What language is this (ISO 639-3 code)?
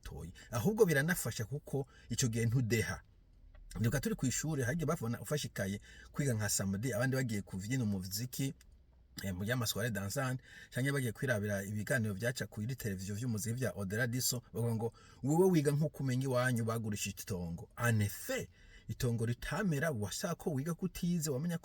run